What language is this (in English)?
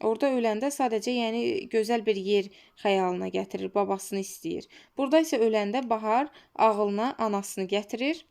Azerbaijani